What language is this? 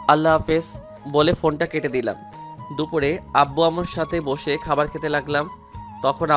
Bangla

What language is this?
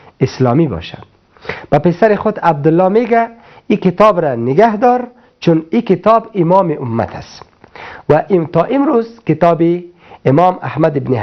Persian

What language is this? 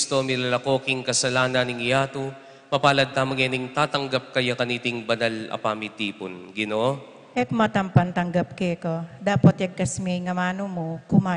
Pampanga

